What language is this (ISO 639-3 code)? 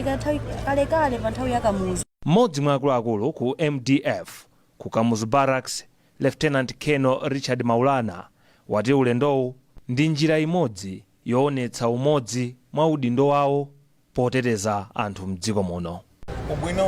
nya